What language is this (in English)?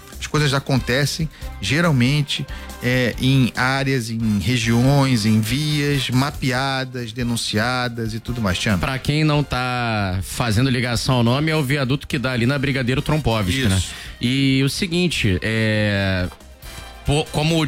Portuguese